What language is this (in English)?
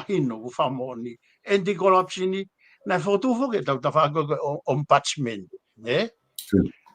Tongan